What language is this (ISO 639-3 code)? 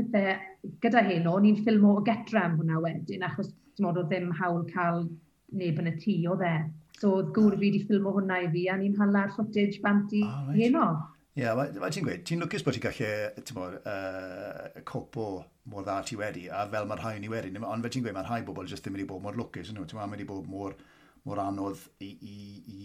cym